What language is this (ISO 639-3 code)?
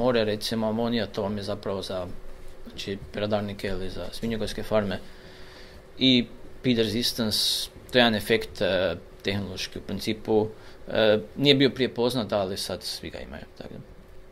hrv